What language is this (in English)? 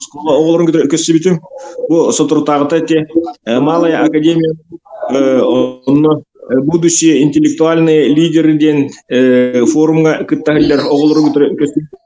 Yakut